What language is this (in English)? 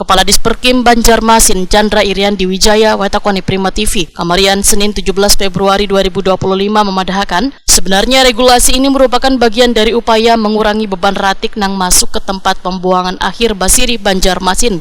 Banjar